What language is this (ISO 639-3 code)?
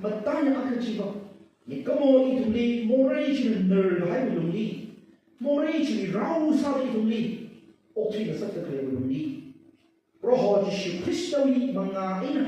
nmf